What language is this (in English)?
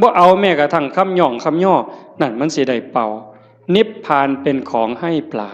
Northeastern Thai